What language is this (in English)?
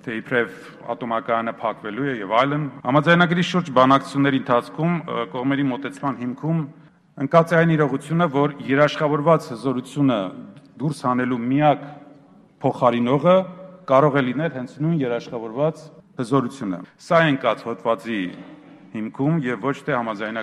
Armenian